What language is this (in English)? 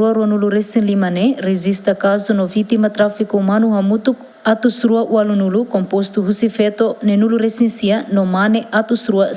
Tetum